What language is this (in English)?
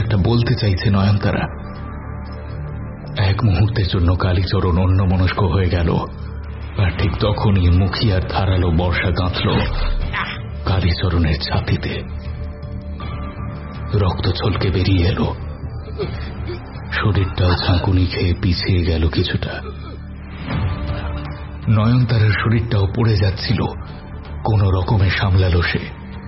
Bangla